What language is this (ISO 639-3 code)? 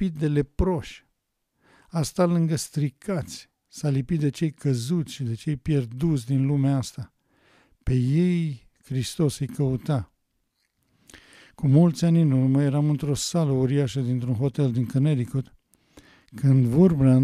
ron